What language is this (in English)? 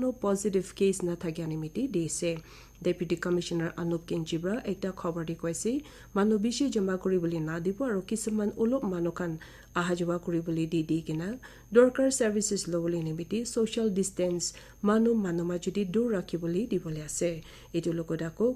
Naga Pidgin